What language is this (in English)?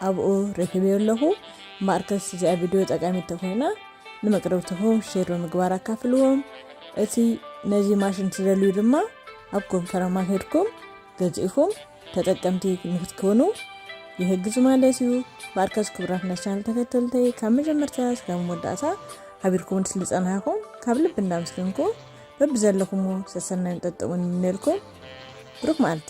Tigrinya